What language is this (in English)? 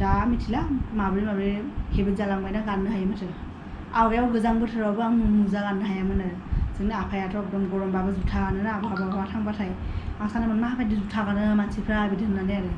Bodo